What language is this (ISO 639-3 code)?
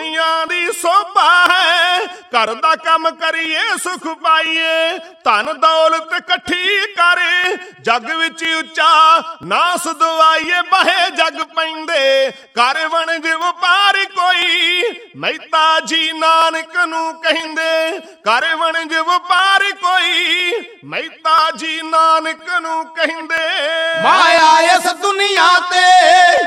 pan